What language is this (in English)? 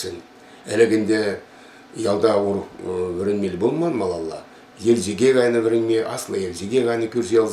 Chuvash